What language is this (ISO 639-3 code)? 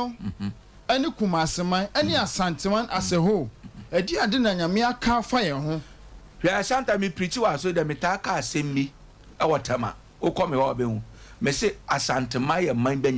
aka